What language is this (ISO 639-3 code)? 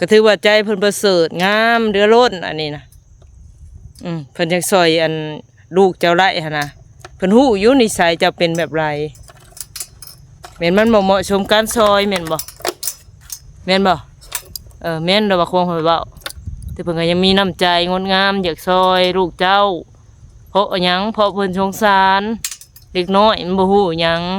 lao